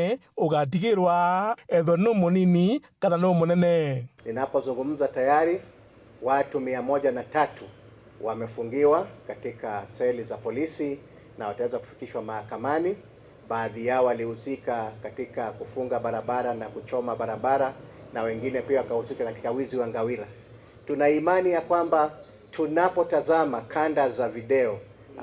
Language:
Meru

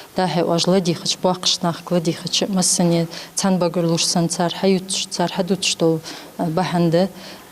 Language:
Ingush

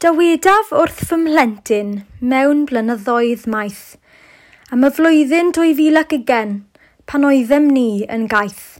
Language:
Welsh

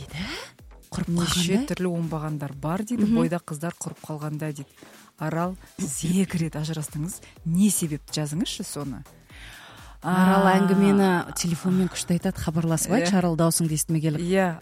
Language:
Kazakh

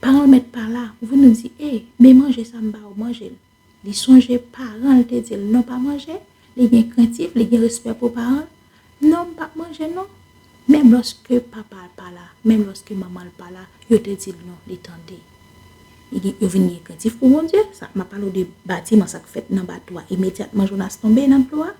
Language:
Haitian Creole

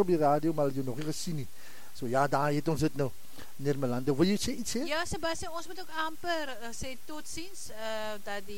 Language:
Afrikaans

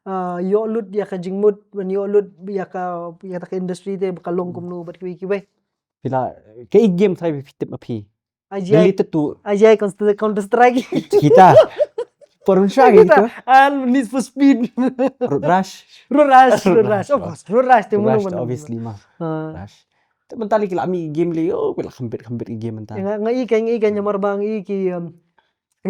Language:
Khasi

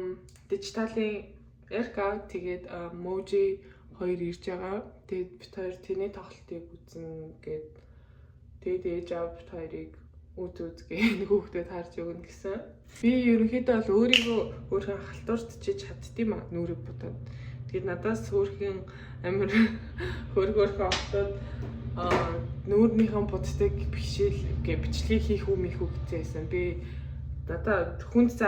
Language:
Mongolian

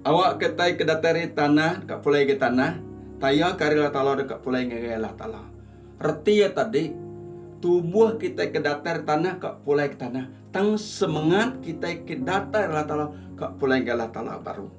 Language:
Iban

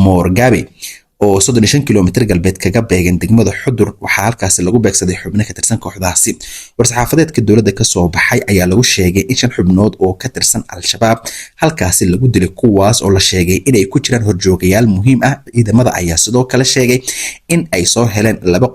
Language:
Somali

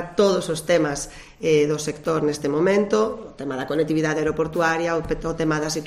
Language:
Galician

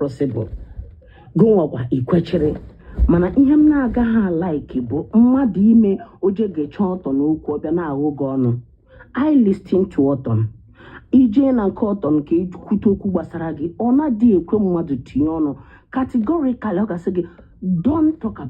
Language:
Igbo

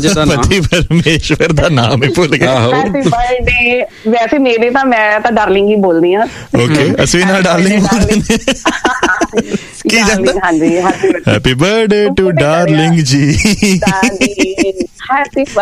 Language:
Punjabi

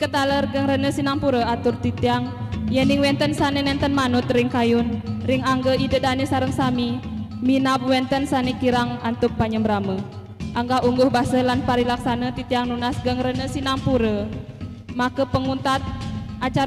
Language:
Balinese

